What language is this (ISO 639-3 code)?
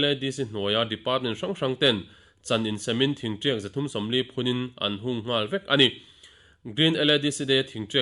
lus